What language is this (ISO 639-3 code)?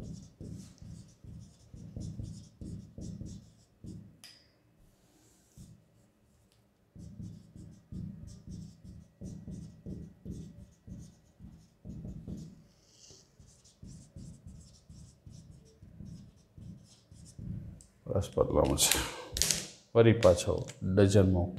guj